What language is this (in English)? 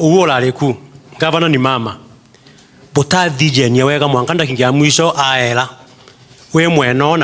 Meru